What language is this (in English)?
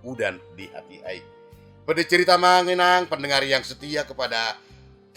Batak Toba